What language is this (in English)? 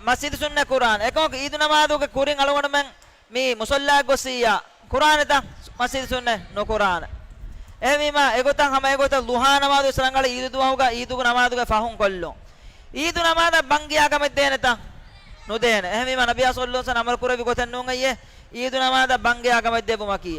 Divehi